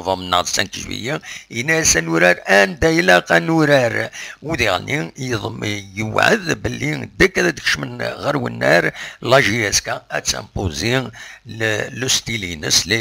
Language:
Kabyle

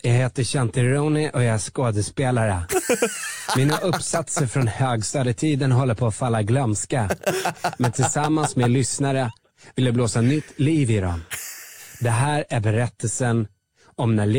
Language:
Swedish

